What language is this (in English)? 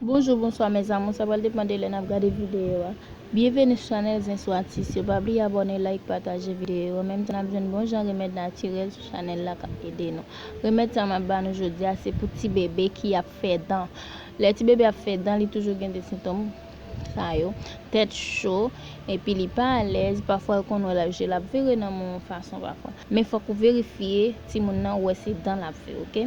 Haitian Creole